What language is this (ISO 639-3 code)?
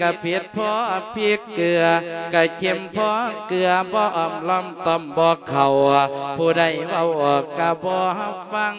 lao